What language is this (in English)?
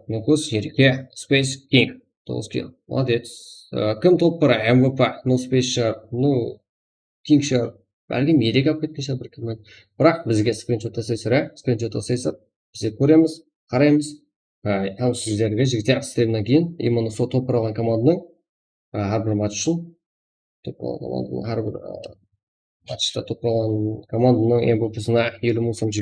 Kara-Kalpak